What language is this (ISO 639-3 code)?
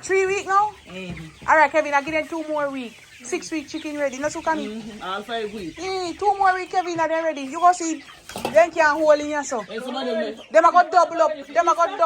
jam